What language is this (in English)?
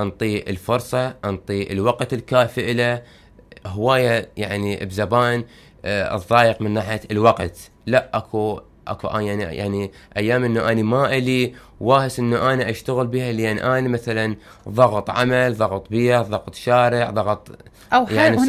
Mesopotamian Arabic